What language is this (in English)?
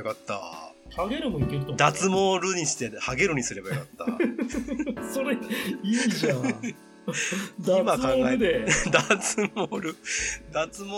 Japanese